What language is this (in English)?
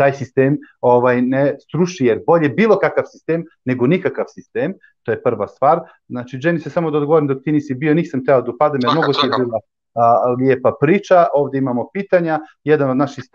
Bosnian